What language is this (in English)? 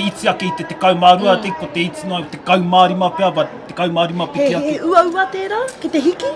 Māori